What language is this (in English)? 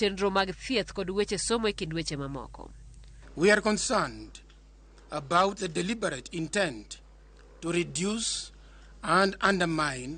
Luo (Kenya and Tanzania)